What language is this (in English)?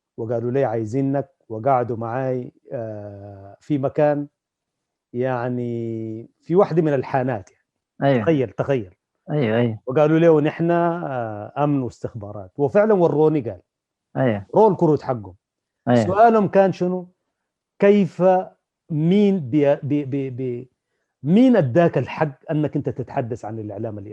Sudanese Arabic